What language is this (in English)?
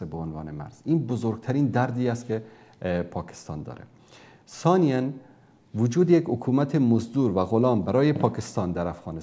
Persian